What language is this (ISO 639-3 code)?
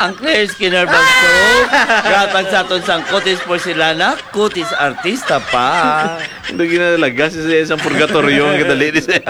hil